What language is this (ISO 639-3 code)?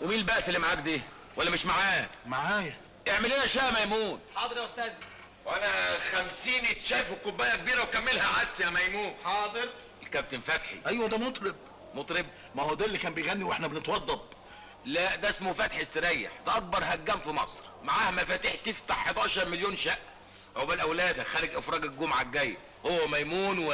arz